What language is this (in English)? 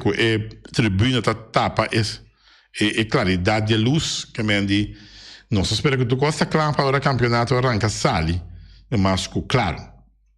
Papiamento